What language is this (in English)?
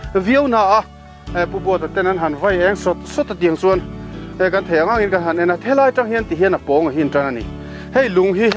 Mizo